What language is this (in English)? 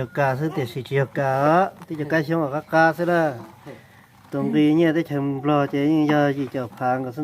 Hmong